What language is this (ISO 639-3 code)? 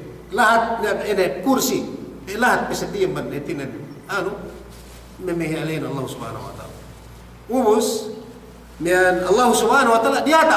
yka